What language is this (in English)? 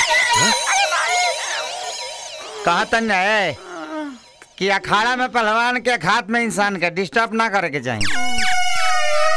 Bhojpuri